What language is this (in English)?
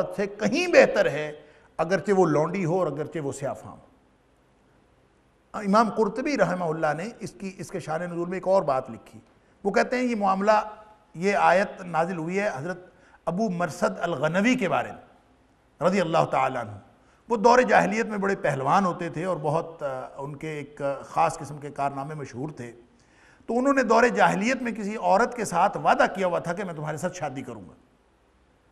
Urdu